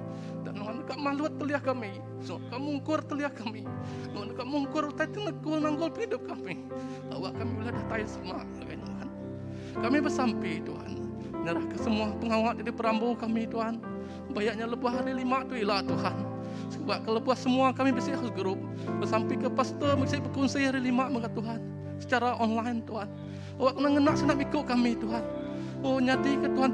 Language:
Iban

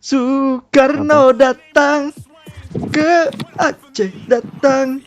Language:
Banjar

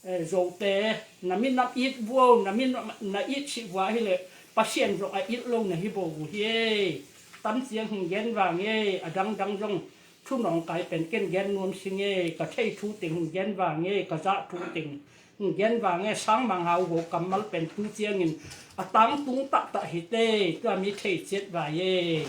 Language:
Tedim Chin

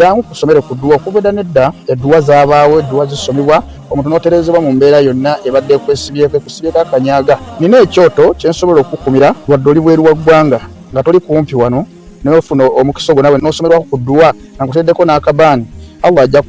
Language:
Ganda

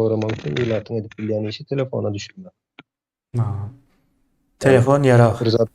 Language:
Turkmen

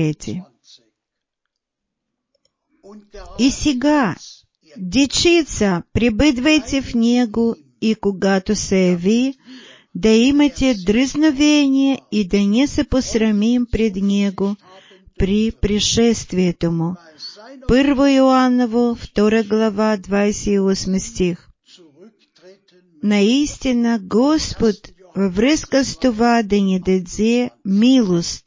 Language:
Bulgarian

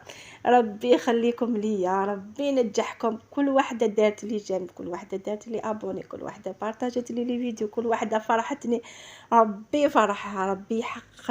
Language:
Algerian Arabic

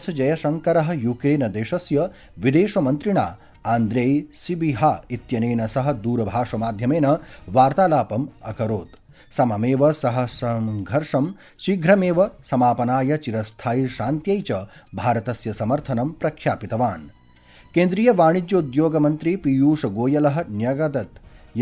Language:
Sanskrit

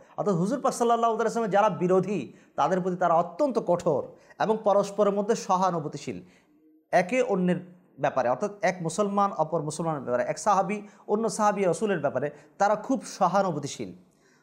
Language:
Bangla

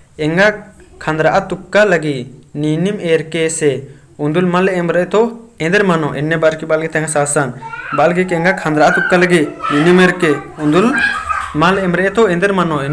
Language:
Kurukh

